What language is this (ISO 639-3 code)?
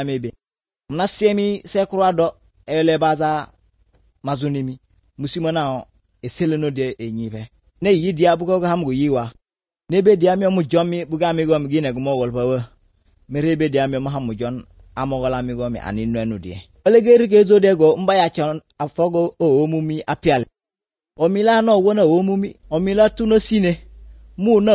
slv